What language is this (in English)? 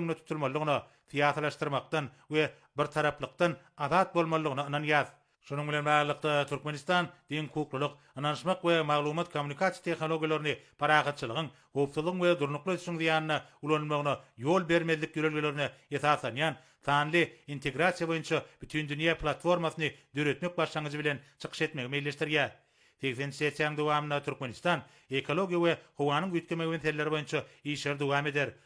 Turkmen